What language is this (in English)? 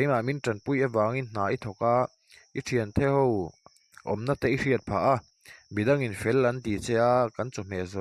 Mizo